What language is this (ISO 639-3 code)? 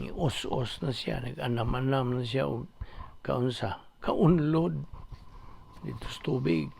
ceb